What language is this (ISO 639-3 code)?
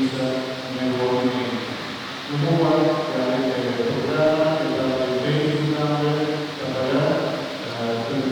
pap